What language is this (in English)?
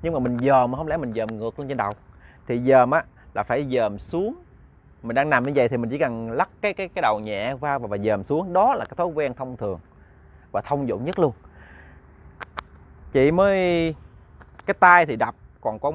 Vietnamese